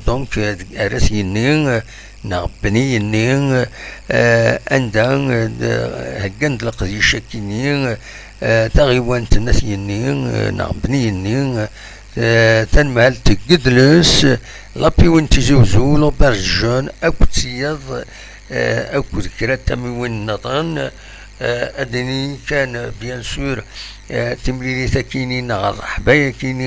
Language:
Kabyle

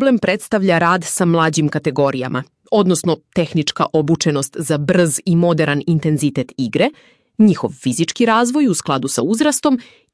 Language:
Serbian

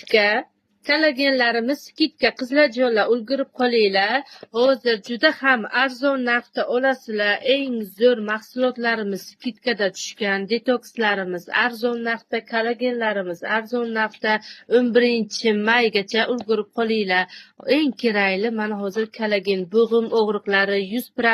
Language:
Uzbek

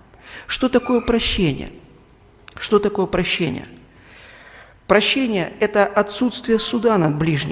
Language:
Russian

